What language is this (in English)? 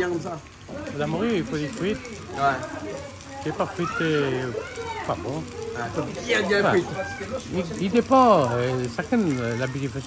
Réunion Creole French